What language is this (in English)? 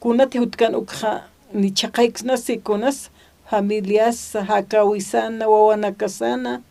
Aymara